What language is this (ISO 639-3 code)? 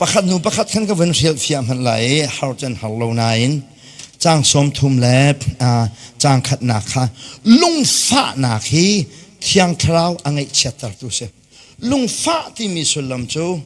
cnh